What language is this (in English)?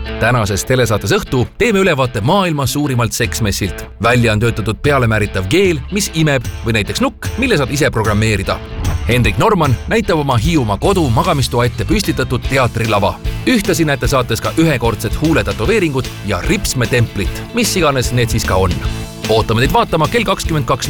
Estonian